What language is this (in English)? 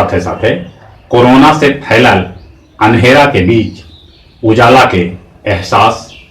Magahi